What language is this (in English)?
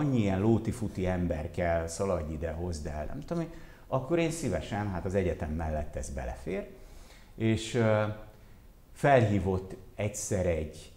Hungarian